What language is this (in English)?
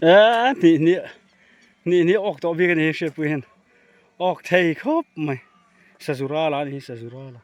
Mizo